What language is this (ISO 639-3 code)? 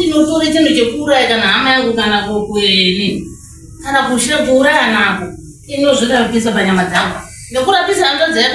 sna